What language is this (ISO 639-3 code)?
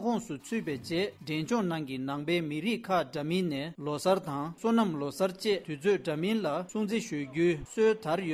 bod